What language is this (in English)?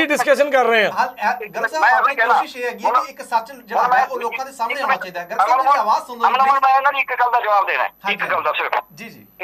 Punjabi